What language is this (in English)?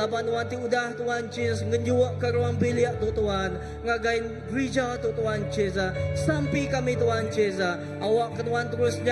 Iban